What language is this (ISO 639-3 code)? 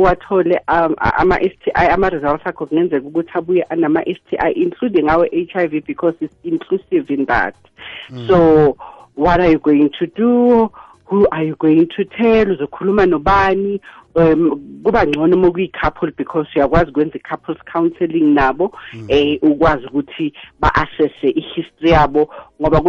nbl